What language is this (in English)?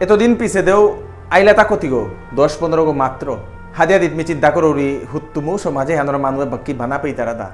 Bishnupriya